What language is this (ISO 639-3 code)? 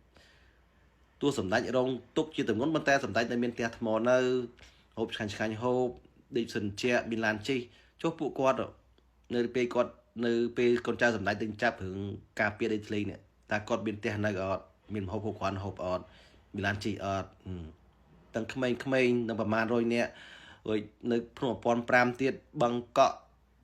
khm